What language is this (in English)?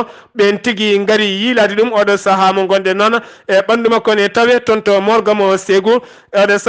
Fula